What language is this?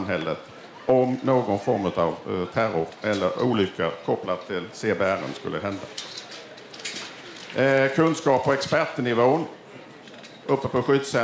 Swedish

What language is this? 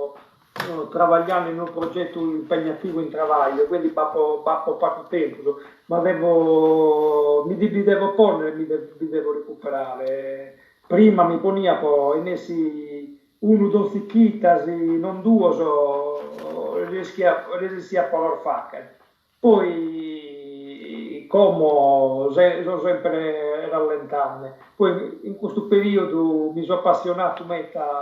Sardinian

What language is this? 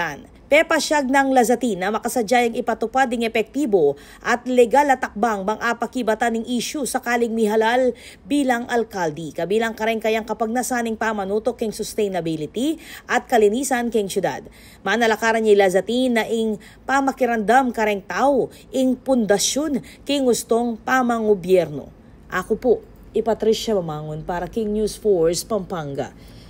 Pampanga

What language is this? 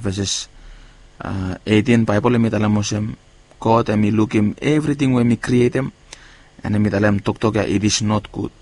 Bislama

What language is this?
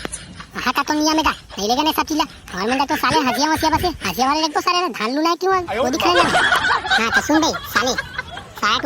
Chhattisgarhi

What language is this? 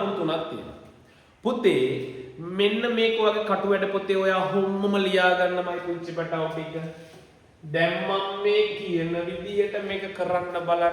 Sinhala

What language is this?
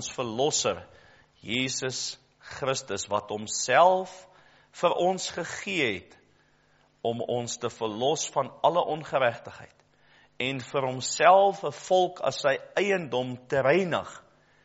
Afrikaans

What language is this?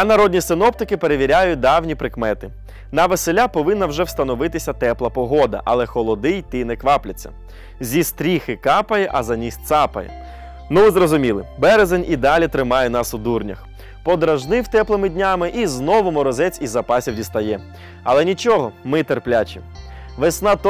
Ukrainian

